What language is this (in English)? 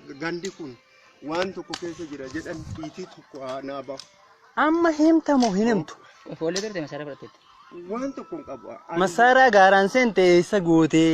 Oromo